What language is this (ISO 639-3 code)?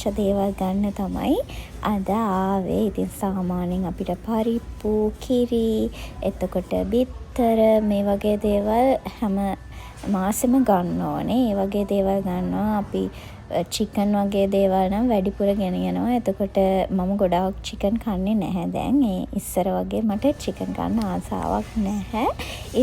sin